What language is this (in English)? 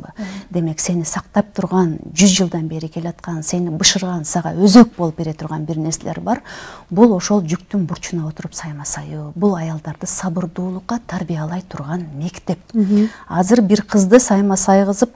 Kyrgyz